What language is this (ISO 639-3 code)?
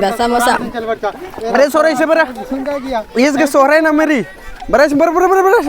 kru